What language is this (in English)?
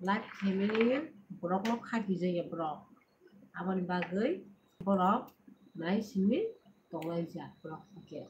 Kok Borok